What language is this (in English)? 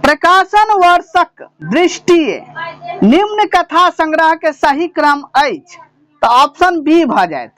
Maithili